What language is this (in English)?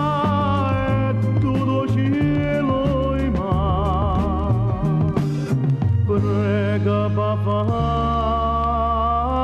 Neapolitan